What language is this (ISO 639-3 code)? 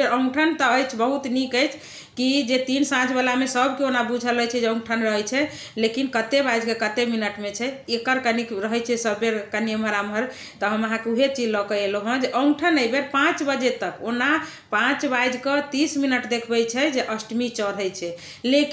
mai